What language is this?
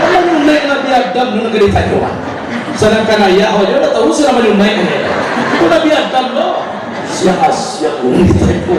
Minangkabau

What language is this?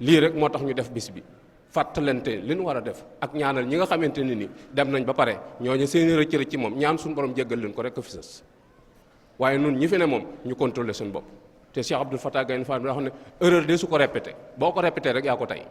Wolof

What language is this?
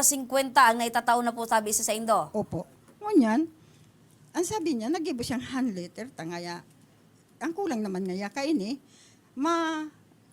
Bikol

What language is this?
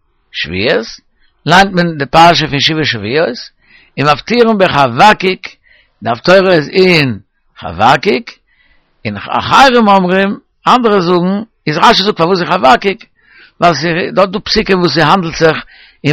Yiddish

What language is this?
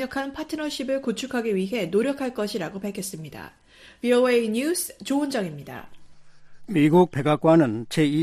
Korean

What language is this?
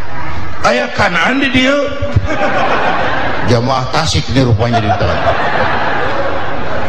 Indonesian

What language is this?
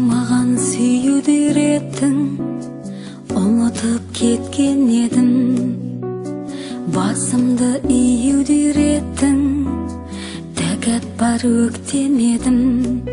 Kazakh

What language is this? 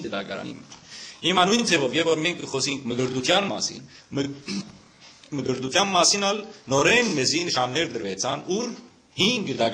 Western Armenian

